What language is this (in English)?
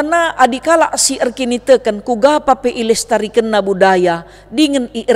Batak Karo